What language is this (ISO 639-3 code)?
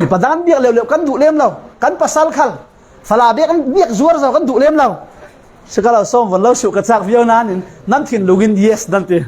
cfm